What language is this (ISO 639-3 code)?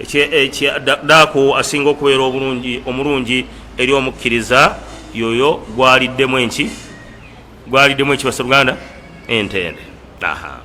lug